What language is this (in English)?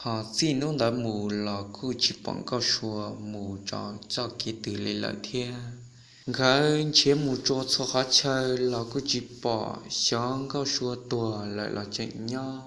Hmong